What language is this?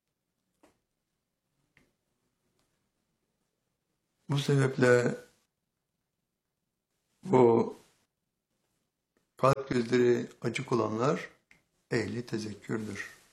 Turkish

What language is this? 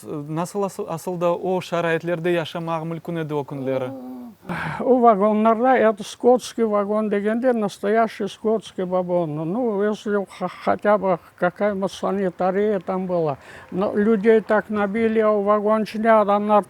Crimean Tatar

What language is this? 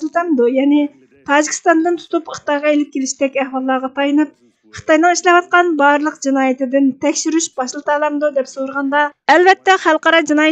Uyghur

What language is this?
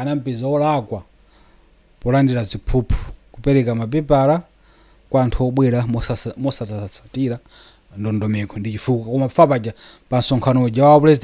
Nyanja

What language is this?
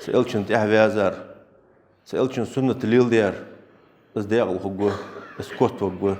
Ingush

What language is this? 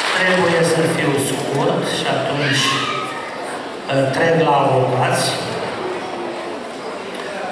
Romanian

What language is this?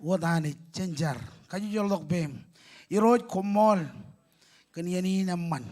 Marshallese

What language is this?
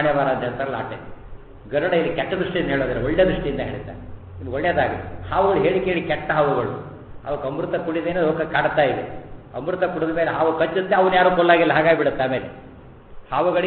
Kannada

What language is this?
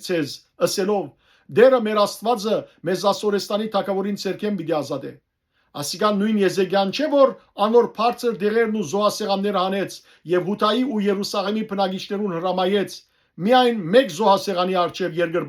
Western Armenian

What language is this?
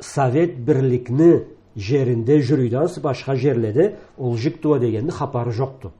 Karachay-Balkar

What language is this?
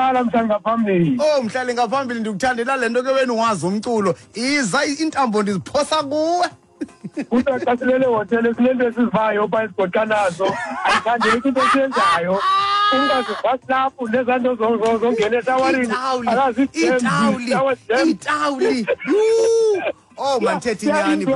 Xhosa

